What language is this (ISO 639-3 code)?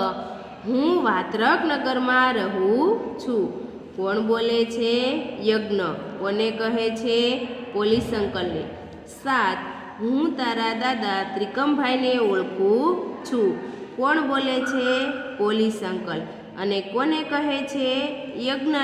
guj